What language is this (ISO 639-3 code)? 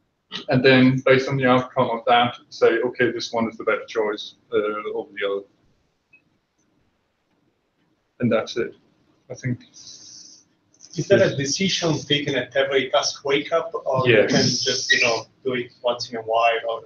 eng